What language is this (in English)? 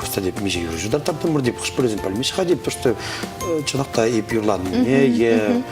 Chuvash